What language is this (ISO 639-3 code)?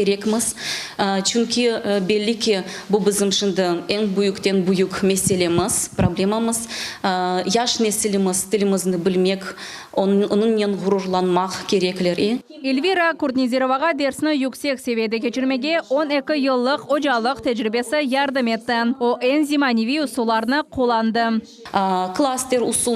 crh